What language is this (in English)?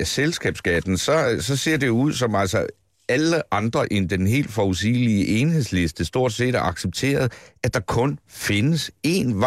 Danish